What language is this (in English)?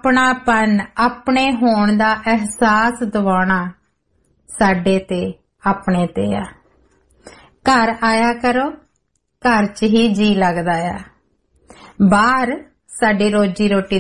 Punjabi